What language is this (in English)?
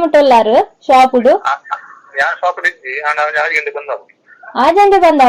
Tulu